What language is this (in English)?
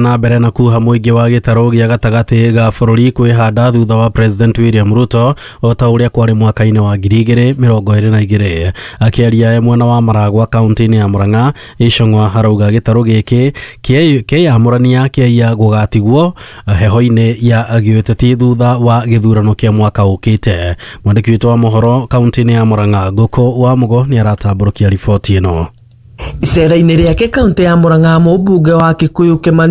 Kikuyu